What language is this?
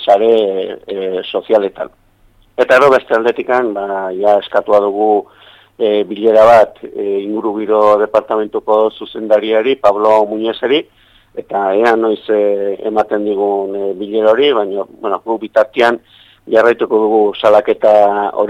Basque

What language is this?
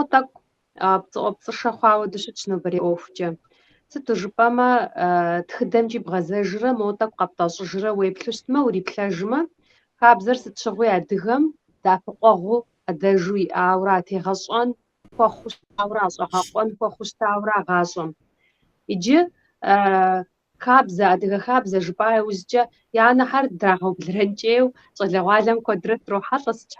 Kabardian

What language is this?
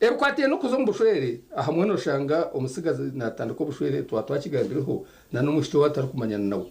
Nyankole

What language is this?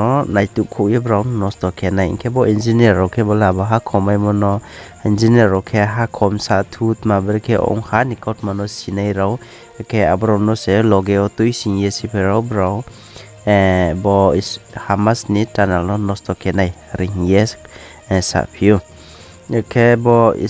Riang (India)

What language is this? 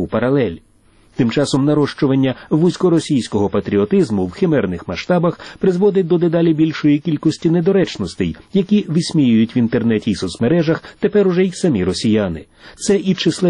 Ukrainian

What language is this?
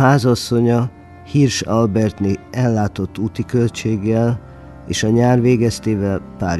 Hungarian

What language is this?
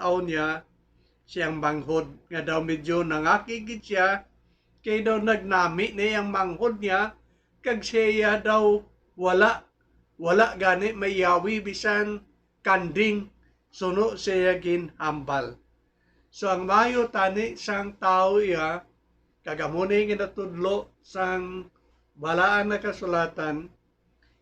Hiligaynon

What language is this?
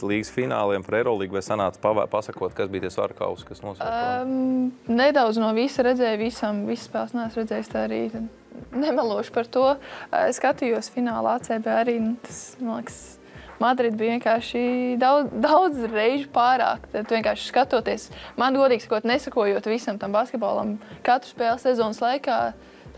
Latvian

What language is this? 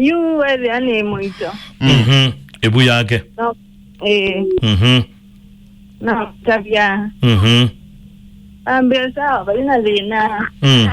Kamba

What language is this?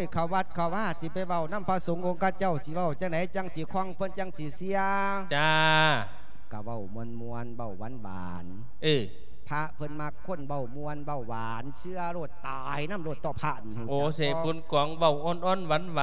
Lao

